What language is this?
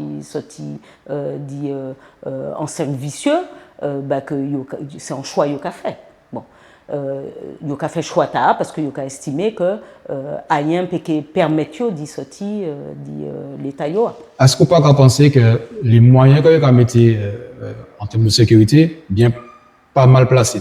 Guadeloupean Creole French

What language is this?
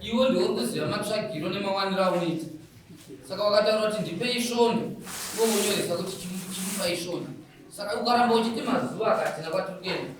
Shona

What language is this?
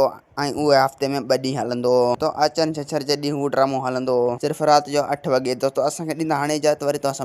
Sindhi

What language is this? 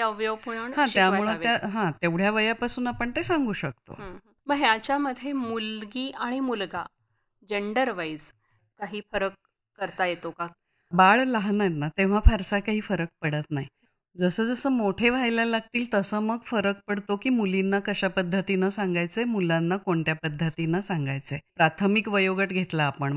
Marathi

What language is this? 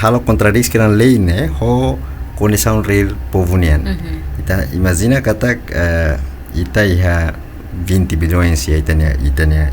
Tetum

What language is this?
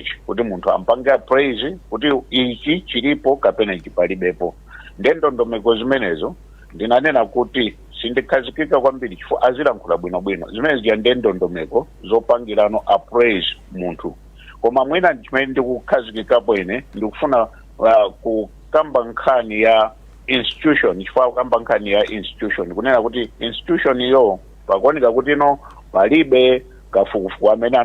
Nyanja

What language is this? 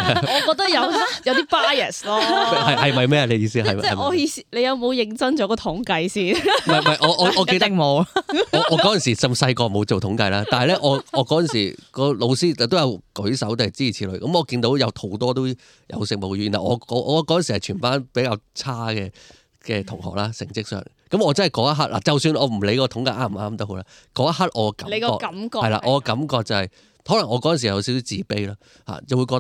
Cantonese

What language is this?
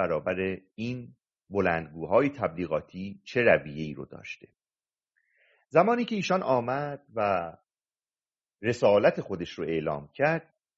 Persian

